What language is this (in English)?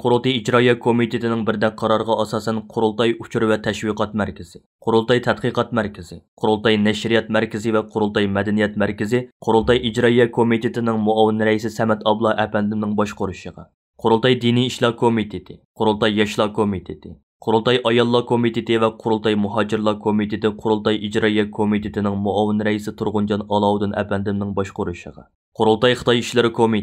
Uyghur